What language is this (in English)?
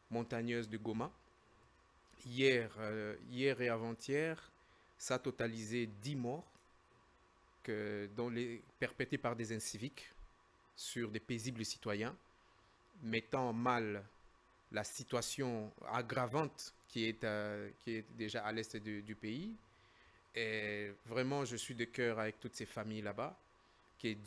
French